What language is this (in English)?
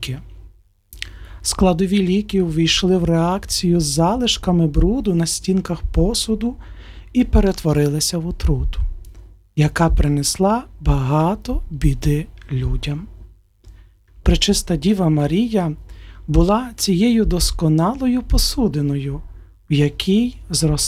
Ukrainian